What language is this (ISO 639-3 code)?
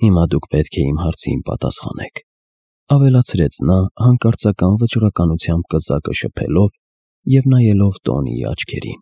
hye